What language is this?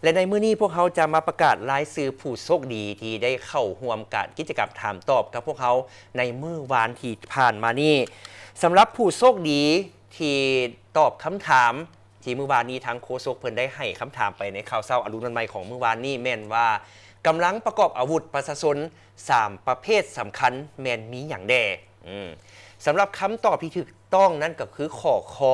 Lao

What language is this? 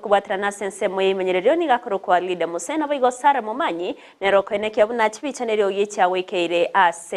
Gusii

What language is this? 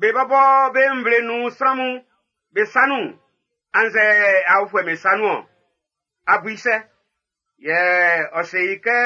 Baoulé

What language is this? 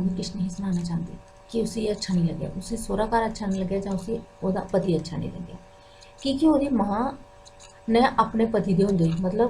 Dogri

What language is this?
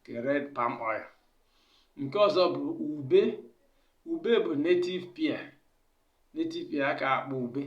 Igbo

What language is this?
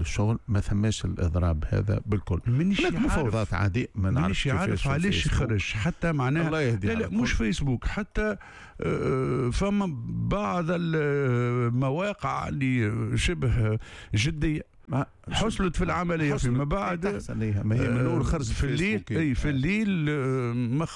Tunisian Arabic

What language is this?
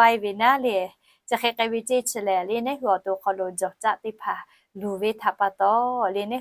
Lahu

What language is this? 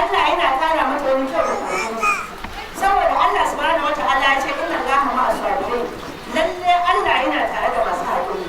Hausa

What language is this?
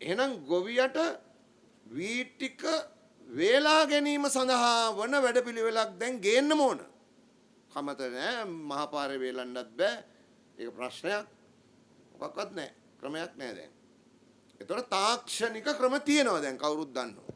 Sinhala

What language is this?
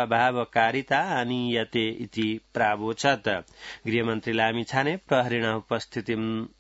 Sanskrit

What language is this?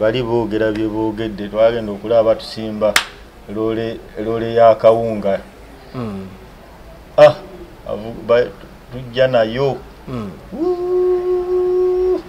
Ganda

